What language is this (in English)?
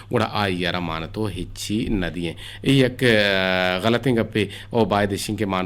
Eastern Balochi